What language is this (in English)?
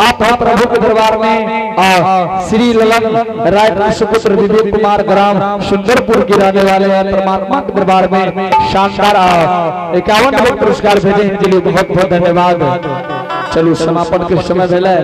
Angika